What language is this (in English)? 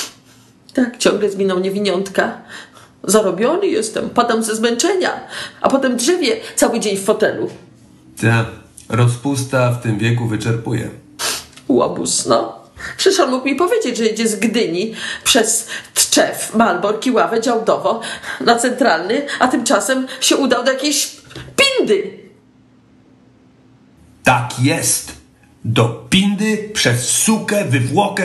Polish